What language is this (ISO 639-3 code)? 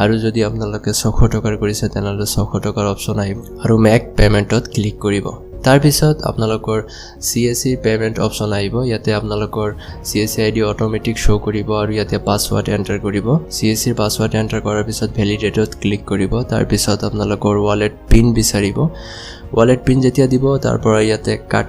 asm